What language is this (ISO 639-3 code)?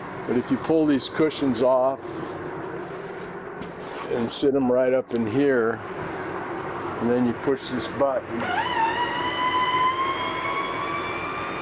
eng